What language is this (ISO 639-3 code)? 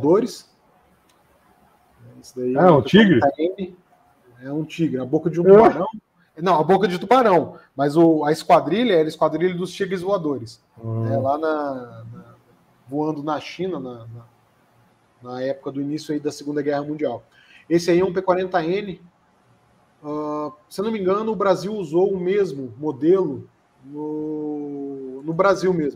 por